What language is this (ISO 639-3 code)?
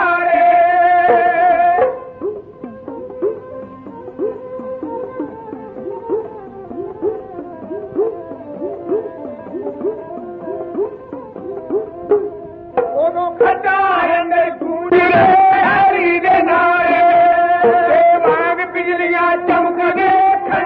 pan